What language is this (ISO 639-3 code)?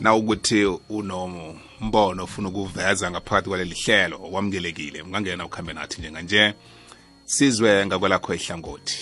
nbl